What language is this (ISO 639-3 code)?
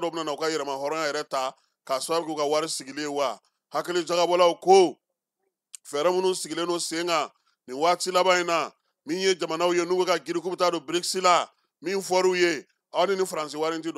bam